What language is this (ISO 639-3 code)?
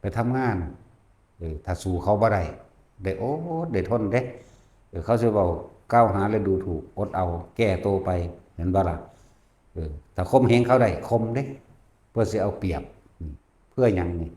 lao